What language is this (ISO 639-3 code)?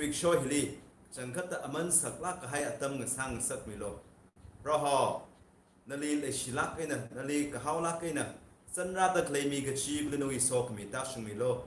nmf